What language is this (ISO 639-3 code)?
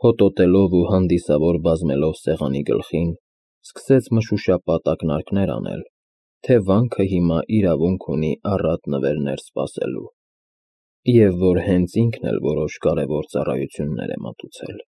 hye